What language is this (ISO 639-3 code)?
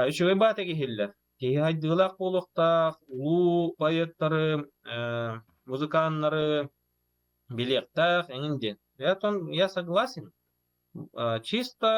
sah